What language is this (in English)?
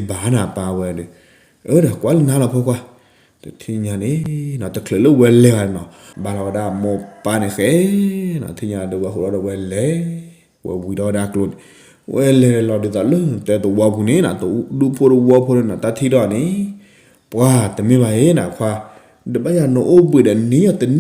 S'gaw Karen